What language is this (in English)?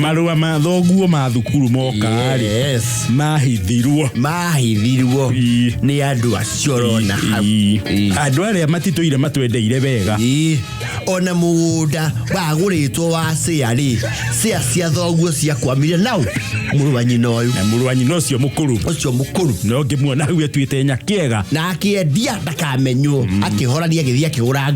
Kikuyu